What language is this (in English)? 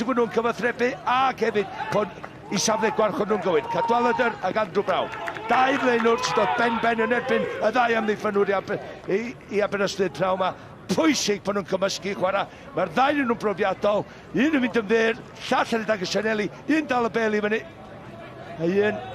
Welsh